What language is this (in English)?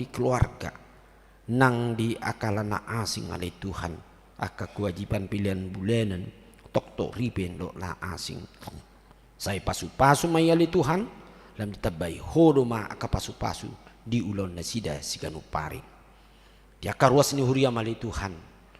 Batak Toba